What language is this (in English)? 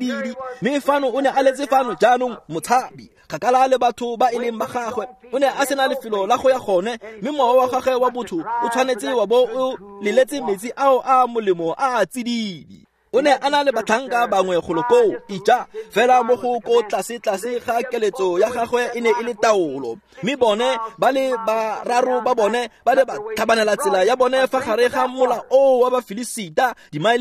Tswana